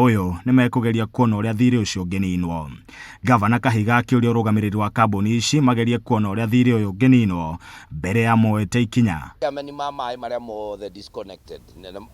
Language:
Kikuyu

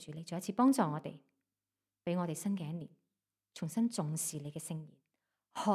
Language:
Cantonese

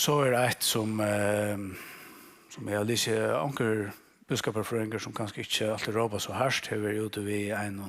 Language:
Faroese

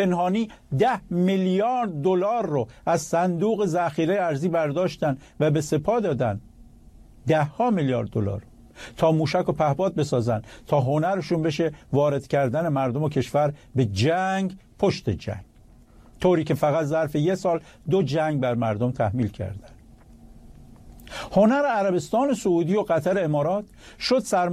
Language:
Persian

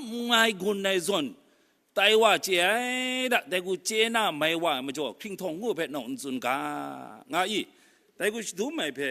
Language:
Kachin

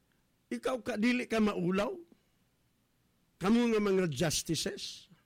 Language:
Cebuano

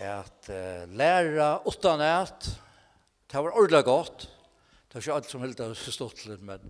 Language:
Faroese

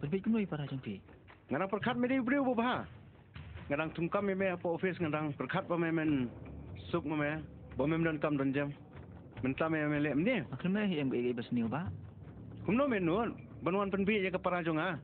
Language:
Khasi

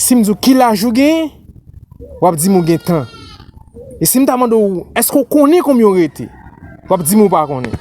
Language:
Haitian Creole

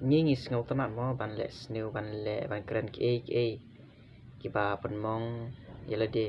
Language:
Khasi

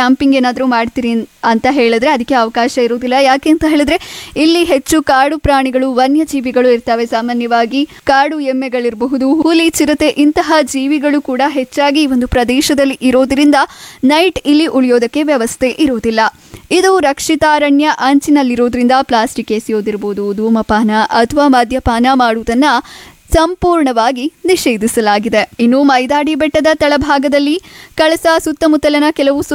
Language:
Kannada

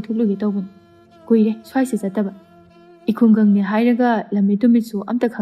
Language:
Manipuri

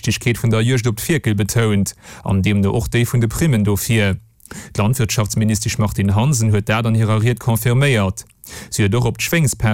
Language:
Luxembourgish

